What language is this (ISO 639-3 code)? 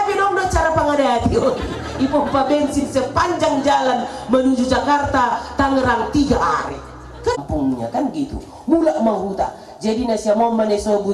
bts